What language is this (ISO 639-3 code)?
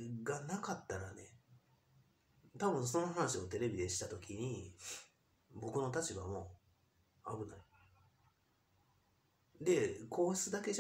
jpn